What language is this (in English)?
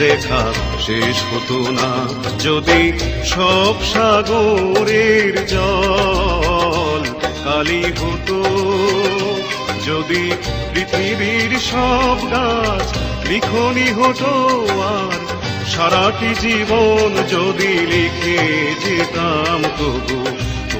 Bangla